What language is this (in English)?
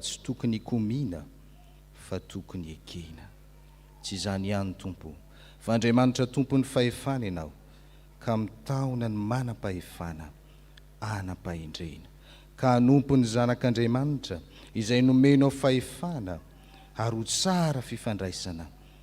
Malagasy